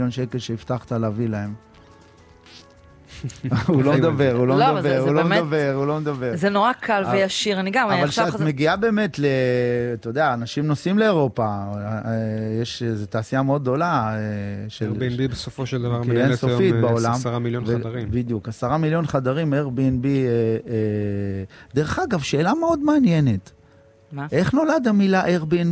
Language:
Hebrew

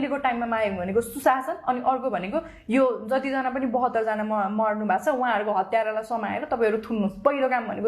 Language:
Nepali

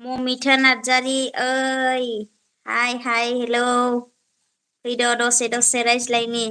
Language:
Bodo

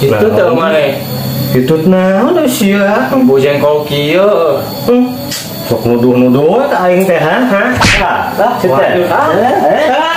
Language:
Sundanese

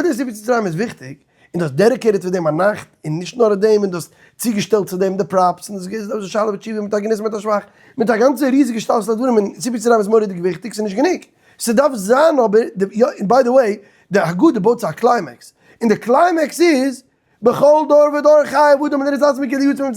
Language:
Yiddish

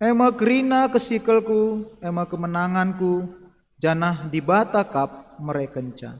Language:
Batak Karo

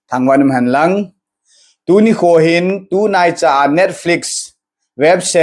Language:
Thado Chin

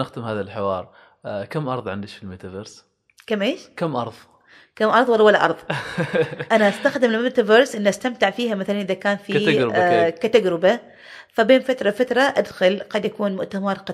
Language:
Gulf Arabic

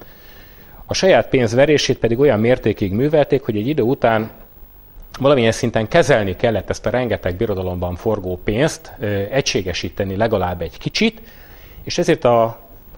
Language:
Hungarian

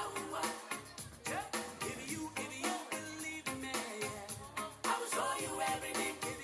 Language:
Gilbertese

